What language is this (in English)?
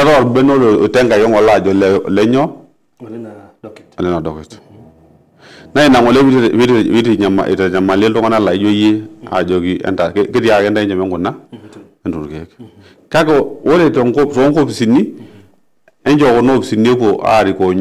Masai